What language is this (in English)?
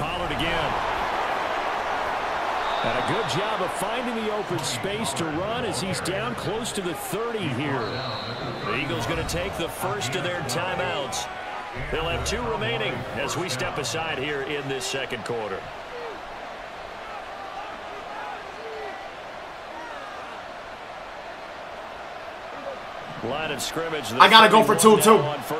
English